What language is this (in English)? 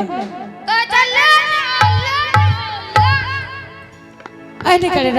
Angika